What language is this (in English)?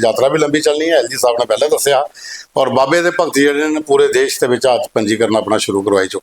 Dogri